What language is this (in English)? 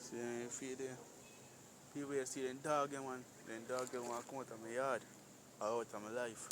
Jamaican Creole English